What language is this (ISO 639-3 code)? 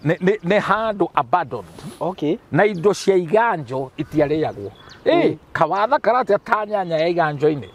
kik